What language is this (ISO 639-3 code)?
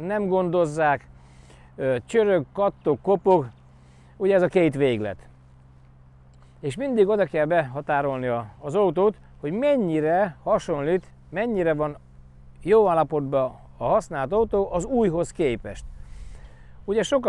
hun